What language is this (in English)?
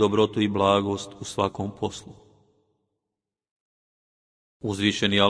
Bosnian